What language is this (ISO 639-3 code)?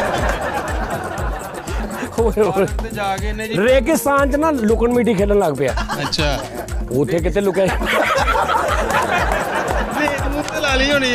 pan